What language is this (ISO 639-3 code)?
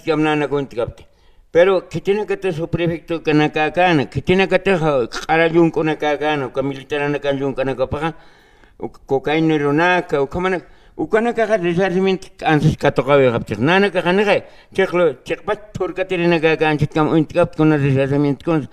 aym